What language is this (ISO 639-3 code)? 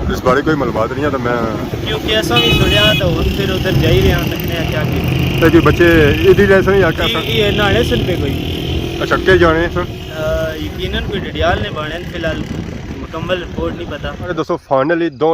phr